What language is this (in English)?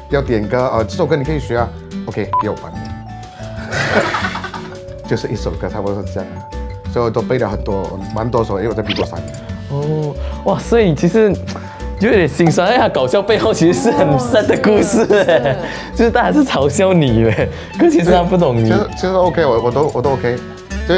Chinese